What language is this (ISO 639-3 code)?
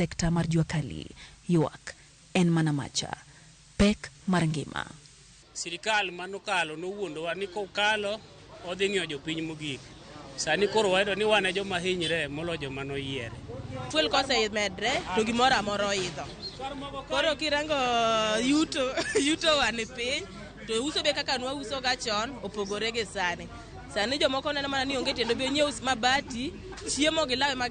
luo